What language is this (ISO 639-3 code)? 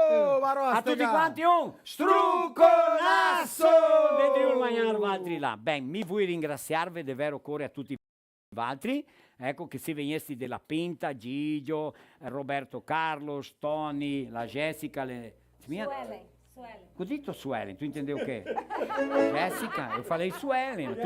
vec